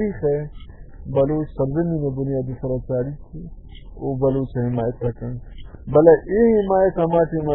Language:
Baluchi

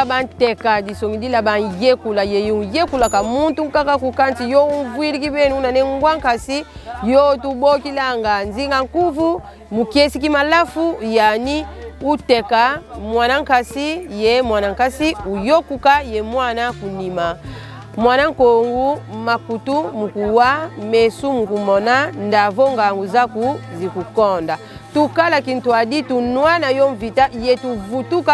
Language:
Kongo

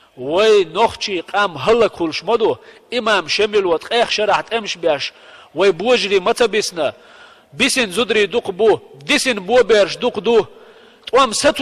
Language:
Chechen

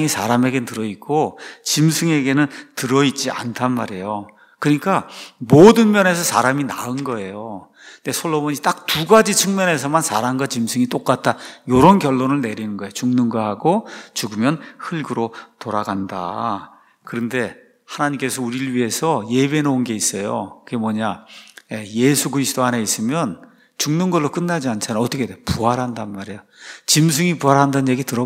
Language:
Korean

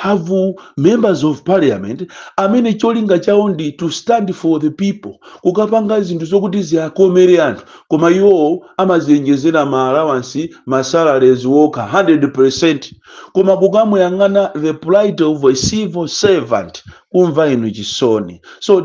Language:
Nyanja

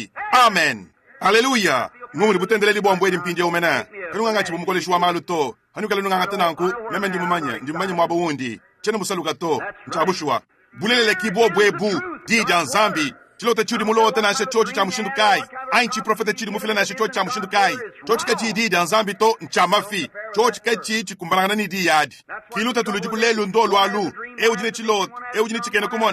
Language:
Luba-Lulua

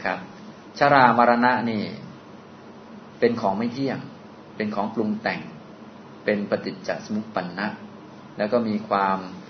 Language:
Thai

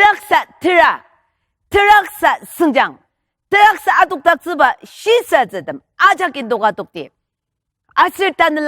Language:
Ao Naga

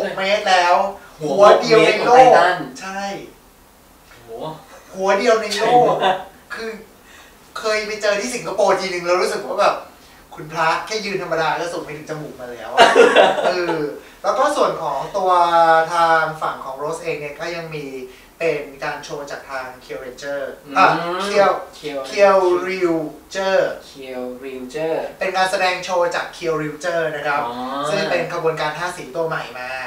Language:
Thai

